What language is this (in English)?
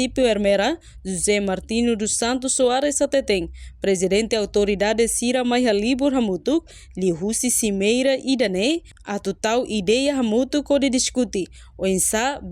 Tetum